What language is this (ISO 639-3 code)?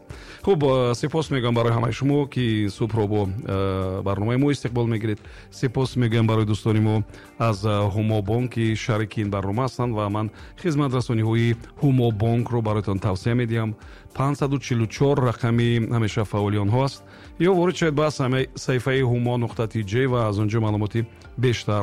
tgk